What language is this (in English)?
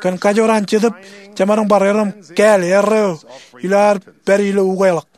Marshallese